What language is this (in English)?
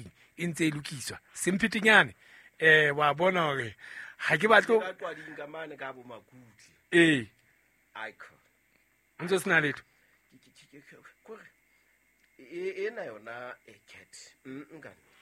Southern Sotho